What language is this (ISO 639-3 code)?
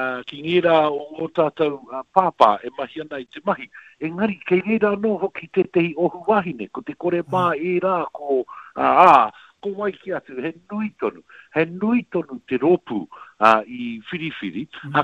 mri